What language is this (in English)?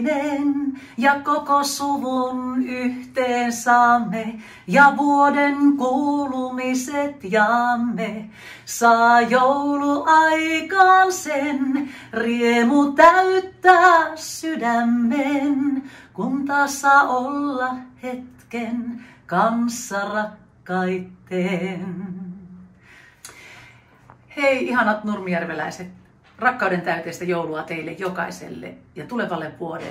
Finnish